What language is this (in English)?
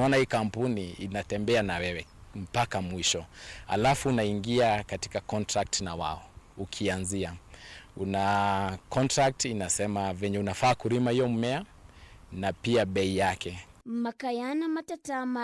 Kikuyu